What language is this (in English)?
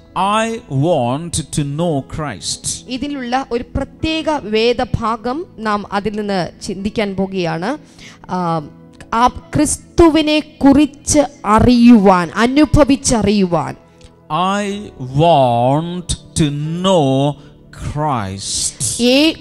Malayalam